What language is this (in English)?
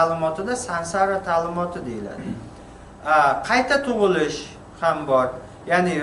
Uzbek